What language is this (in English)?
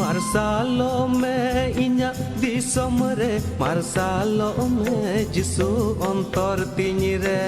Santali